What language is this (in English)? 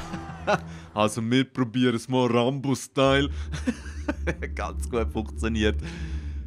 Swiss German